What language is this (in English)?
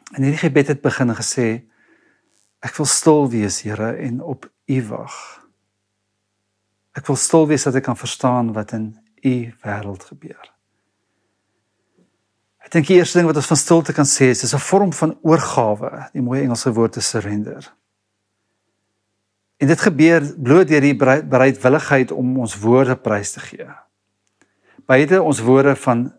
Afrikaans